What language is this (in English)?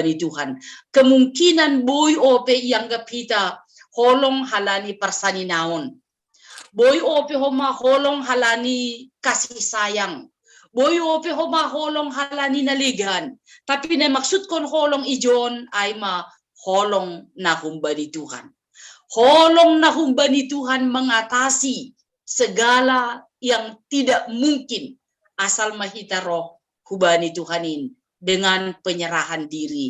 Batak Simalungun